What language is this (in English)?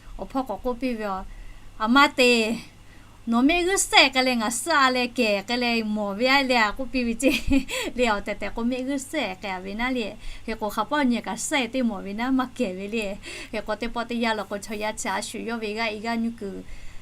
Lahu